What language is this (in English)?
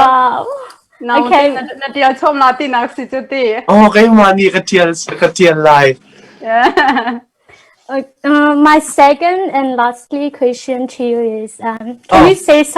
Hakha Chin